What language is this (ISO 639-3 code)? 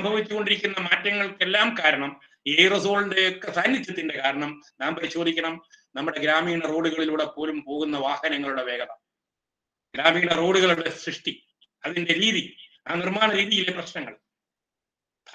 mal